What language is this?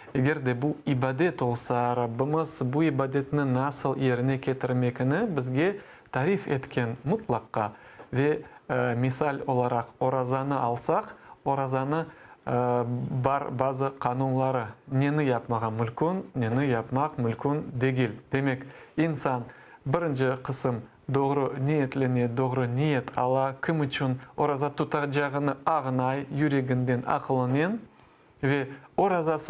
Crimean Tatar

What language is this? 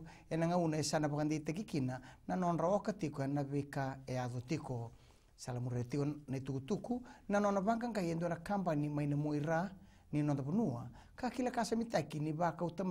Fijian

